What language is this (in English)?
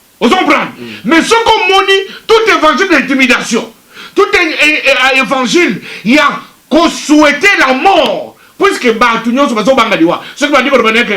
Lingala